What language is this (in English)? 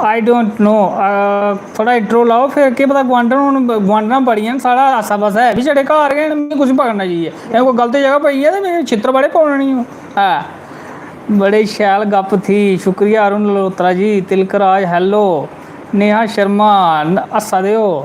Dogri